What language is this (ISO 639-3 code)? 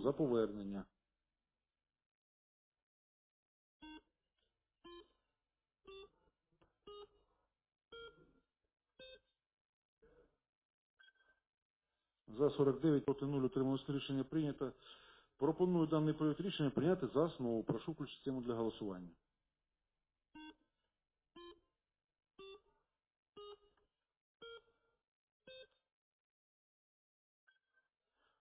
ukr